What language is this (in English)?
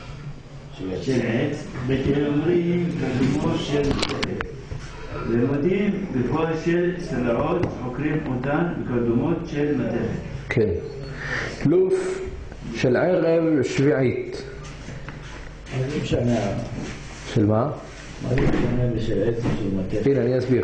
Hebrew